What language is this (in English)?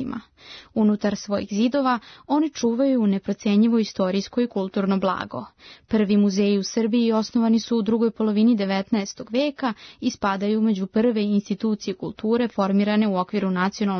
Serbian